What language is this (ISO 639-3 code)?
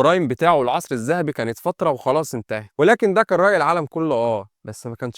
arz